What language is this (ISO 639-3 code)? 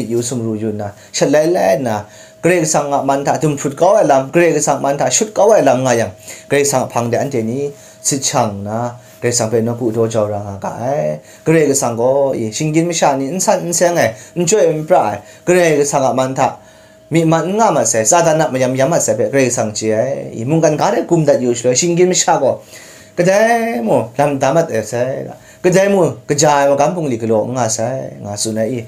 kac